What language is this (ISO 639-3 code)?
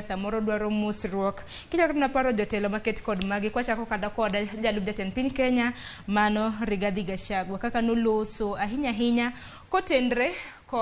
luo